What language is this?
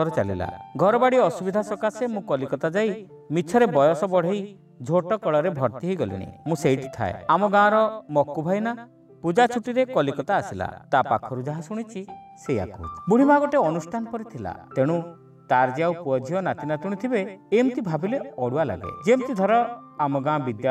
Odia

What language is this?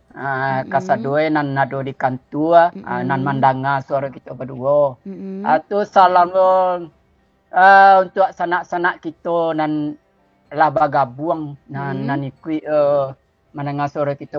Minangkabau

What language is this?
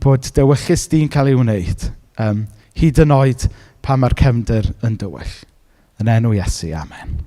Welsh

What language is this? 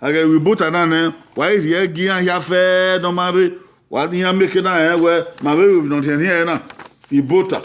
Bini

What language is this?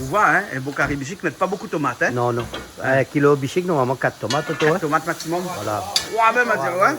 Réunion Creole French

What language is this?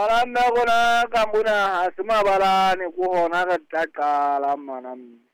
Southern Sotho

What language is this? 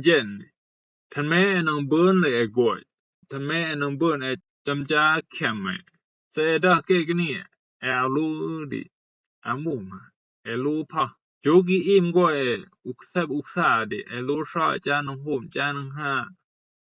Rumai Palaung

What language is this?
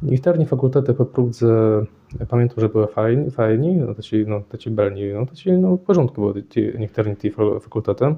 Kashubian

